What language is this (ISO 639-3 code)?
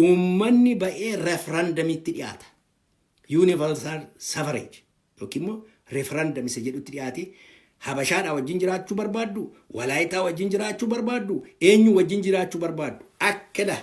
orm